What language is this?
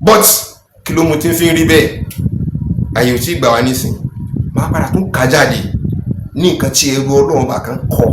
Yoruba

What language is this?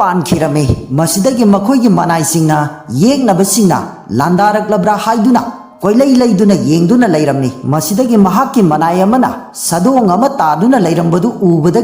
Manipuri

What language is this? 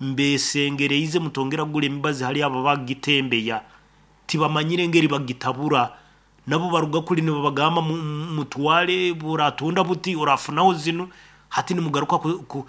Nyankole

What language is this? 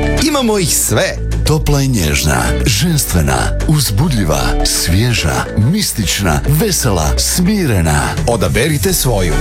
Croatian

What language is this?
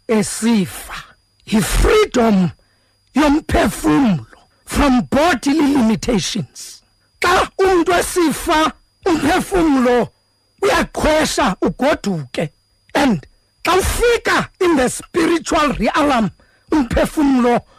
Xhosa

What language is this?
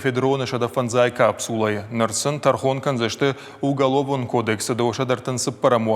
Ossetic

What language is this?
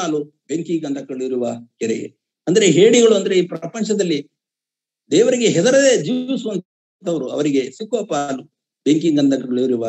Kannada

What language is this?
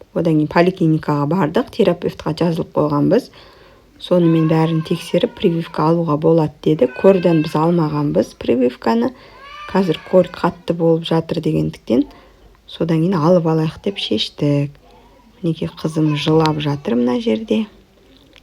Kazakh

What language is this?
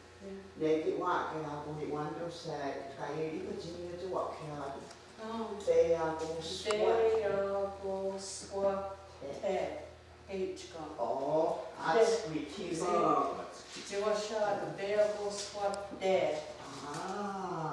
Mohawk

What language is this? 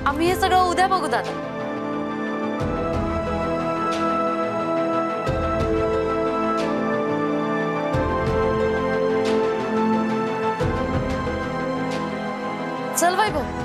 Marathi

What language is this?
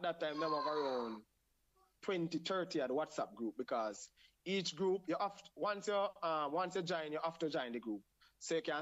Jamaican Creole English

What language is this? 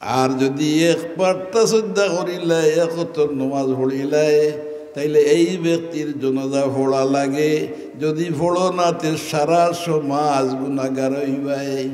Sylheti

